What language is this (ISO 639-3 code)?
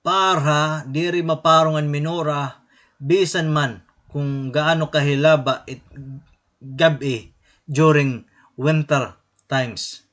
war